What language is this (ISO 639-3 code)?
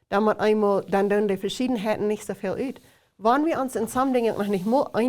pdt